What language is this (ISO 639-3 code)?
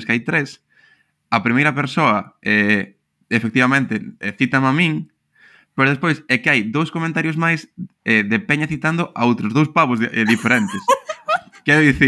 glg